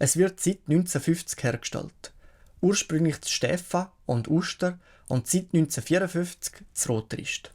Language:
Swiss German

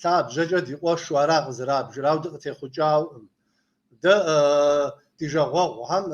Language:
Kabardian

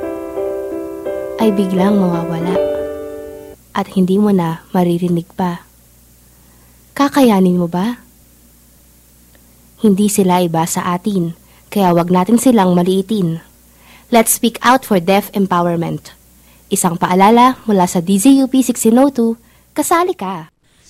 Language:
Filipino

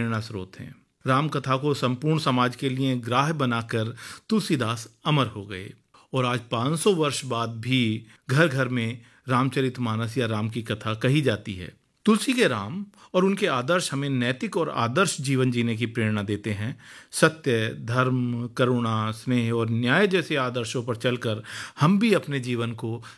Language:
Hindi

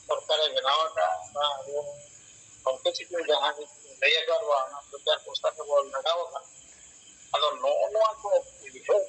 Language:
Santali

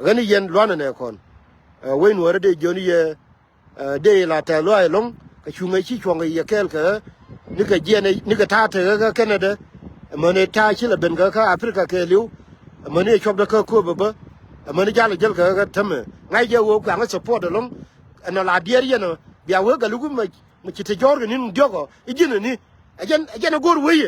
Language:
Nuer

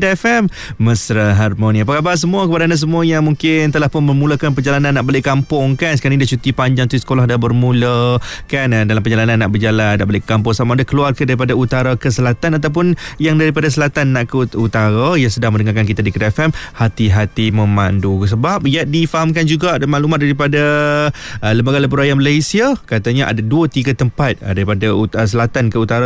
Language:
Malay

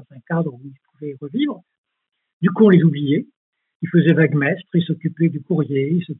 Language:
French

